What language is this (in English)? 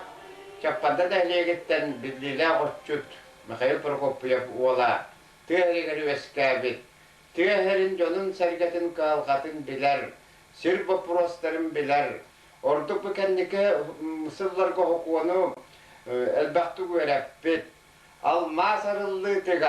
Yakut